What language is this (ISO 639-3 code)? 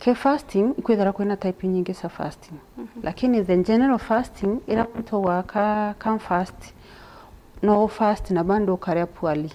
mer